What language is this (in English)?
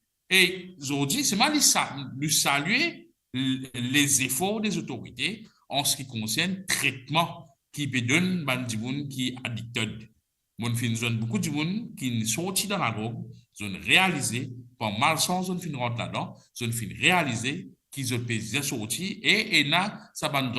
Morisyen